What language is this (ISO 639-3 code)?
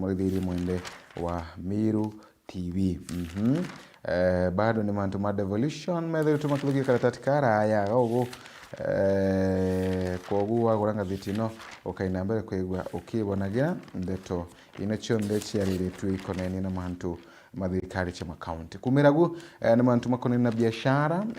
mer